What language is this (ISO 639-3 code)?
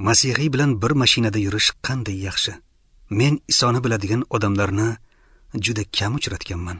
uzb